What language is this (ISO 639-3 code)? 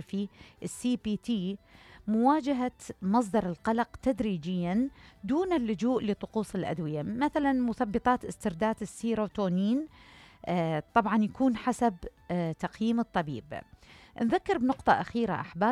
acm